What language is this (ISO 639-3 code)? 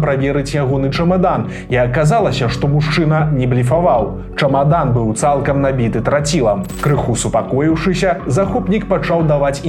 bel